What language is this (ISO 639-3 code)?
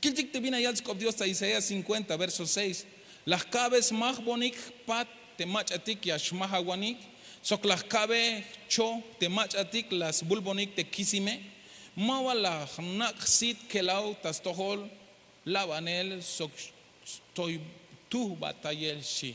tzh